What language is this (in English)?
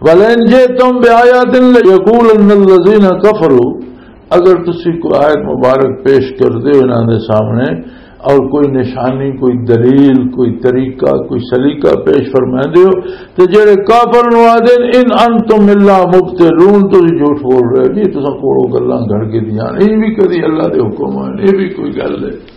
Western Panjabi